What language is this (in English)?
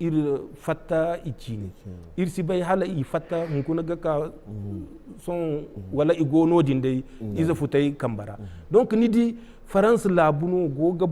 Zarma